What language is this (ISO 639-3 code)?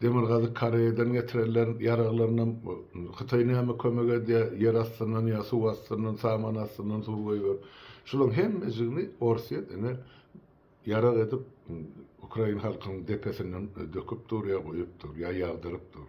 tuk